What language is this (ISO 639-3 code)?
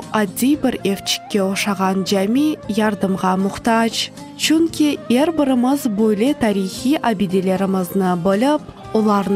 crh